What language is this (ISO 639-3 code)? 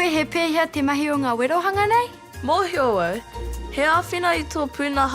mri